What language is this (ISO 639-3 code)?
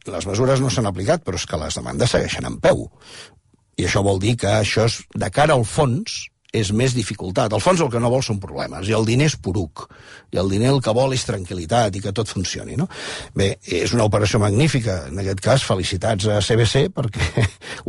cat